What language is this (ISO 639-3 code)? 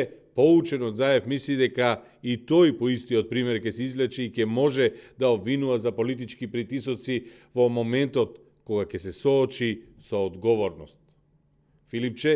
mkd